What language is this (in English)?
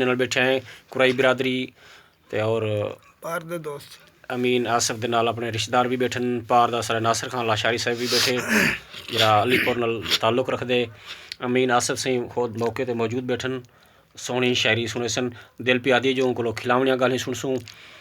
Saraiki